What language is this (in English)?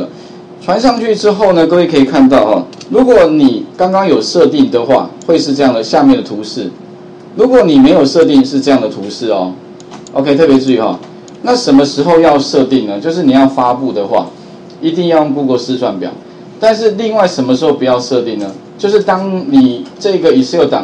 Chinese